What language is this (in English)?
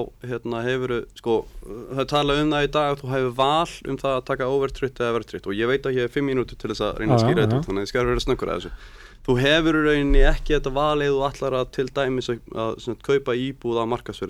Icelandic